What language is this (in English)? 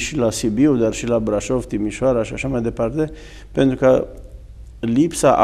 Romanian